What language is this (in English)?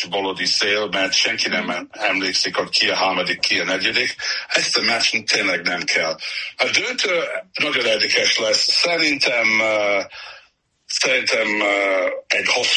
Hungarian